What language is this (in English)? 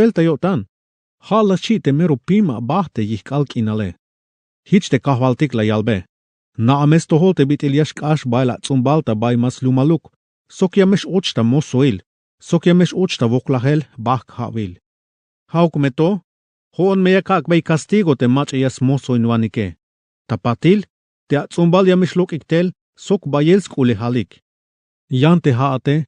Tzeltal